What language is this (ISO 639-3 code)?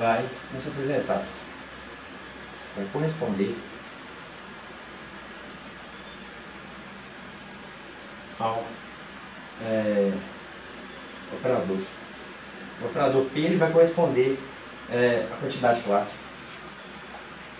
por